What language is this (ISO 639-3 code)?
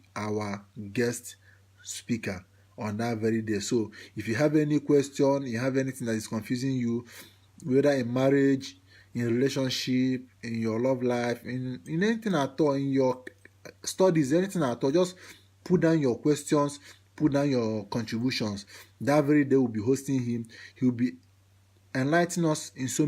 pcm